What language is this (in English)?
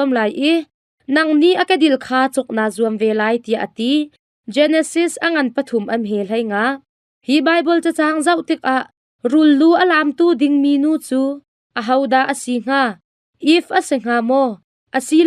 Hakha Chin